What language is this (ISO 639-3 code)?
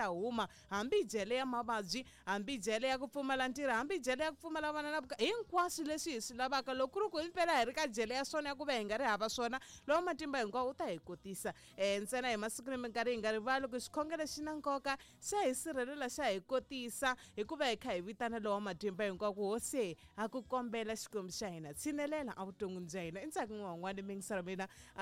tso